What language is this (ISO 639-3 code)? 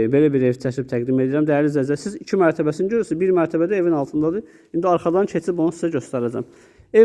aze